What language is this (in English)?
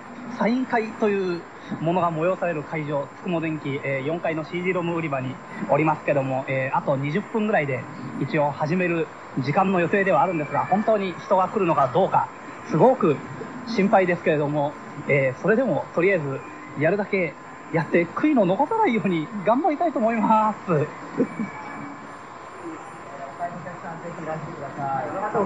Japanese